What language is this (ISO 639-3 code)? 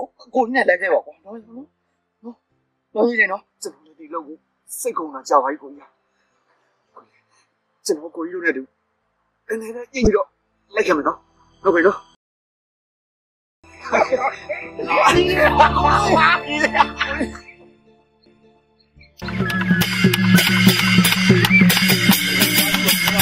mya